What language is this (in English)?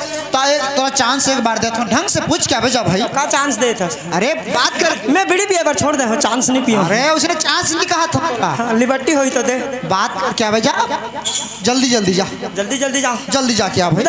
Chhattisgarhi